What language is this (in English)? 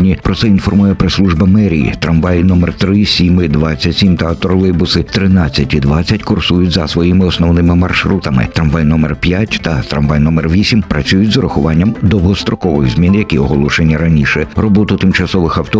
Ukrainian